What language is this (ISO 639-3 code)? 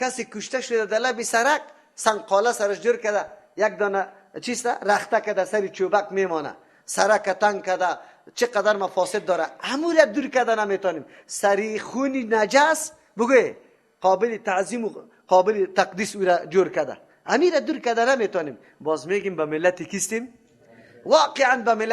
fas